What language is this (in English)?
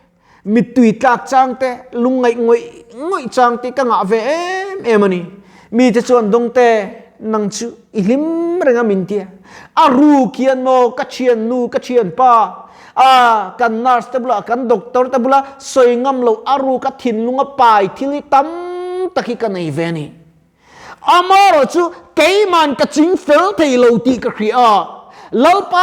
Mizo